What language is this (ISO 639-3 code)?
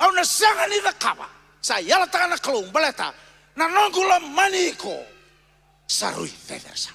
fij